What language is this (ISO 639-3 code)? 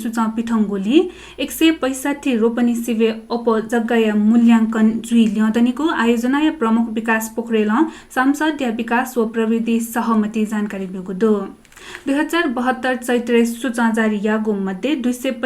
new